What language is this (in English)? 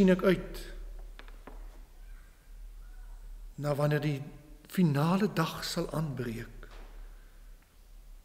Afrikaans